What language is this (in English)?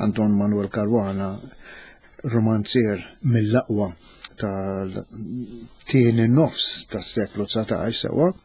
Maltese